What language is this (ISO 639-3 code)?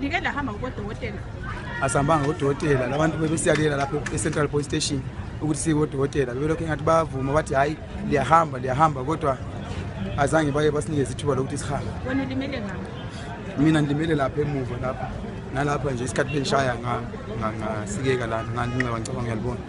nde